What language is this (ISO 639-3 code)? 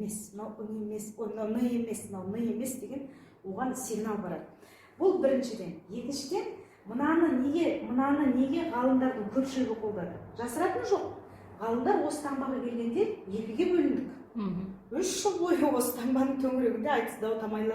kaz